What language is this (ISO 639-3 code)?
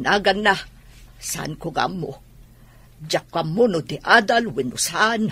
ilo